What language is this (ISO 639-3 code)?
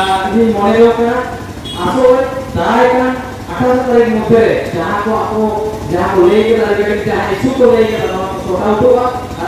sat